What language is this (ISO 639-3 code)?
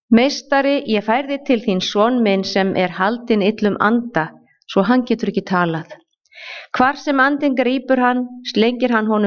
isl